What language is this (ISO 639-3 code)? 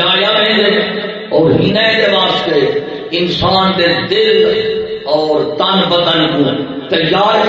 skr